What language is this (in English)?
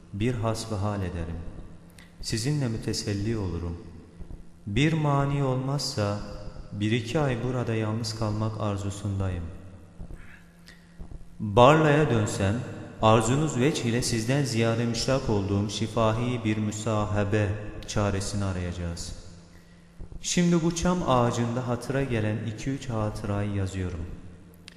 Turkish